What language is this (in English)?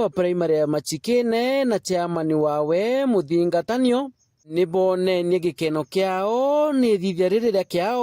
Meru